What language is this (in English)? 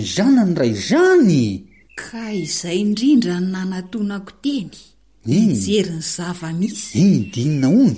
Malagasy